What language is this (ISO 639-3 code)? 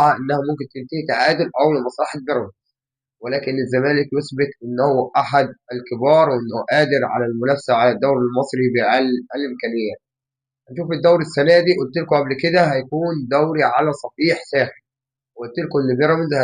arz